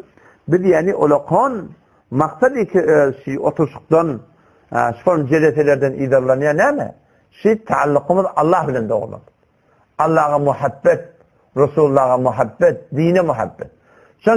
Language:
Turkmen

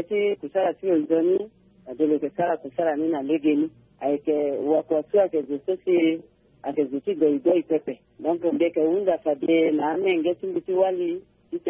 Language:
Sango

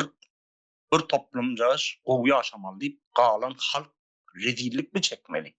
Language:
Turkmen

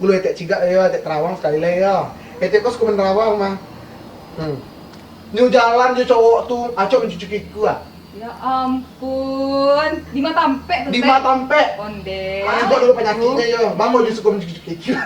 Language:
Minangkabau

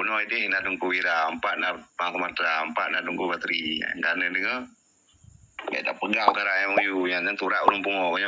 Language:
Achinese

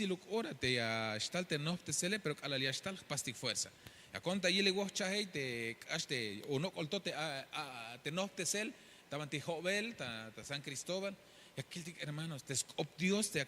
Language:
Tzeltal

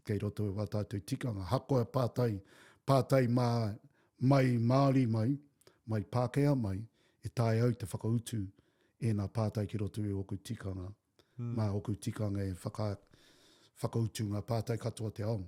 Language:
Māori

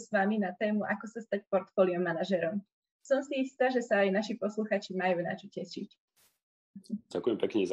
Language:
Slovak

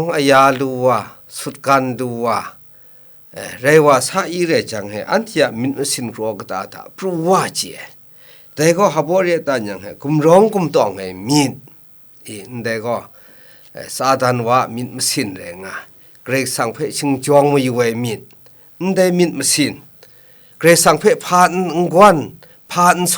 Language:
Kachin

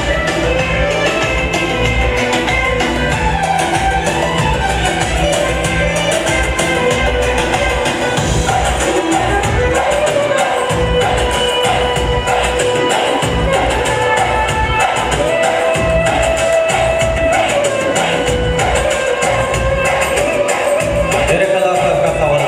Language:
Turkmen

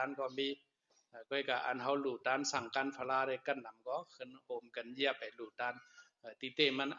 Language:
Shan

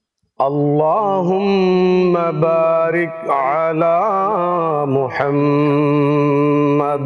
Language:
Bangla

